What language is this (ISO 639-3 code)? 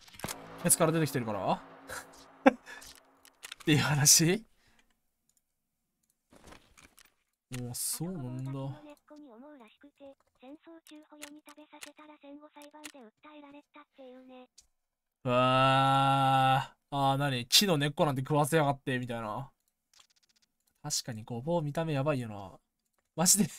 jpn